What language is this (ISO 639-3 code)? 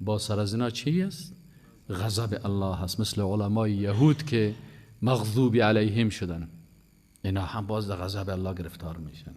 fas